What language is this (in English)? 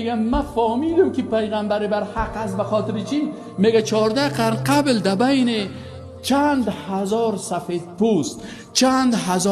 Persian